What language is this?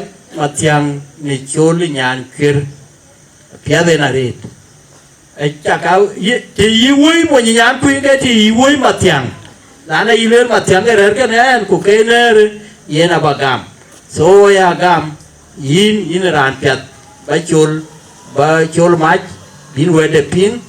Dinka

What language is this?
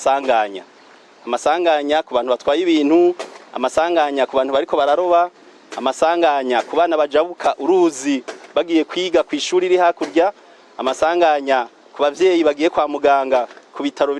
Rundi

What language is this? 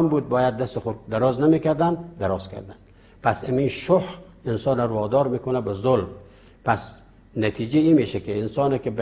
Persian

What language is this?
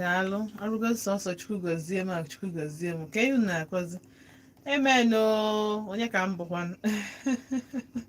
Igbo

